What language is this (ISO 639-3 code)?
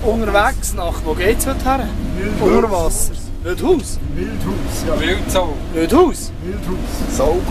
gsw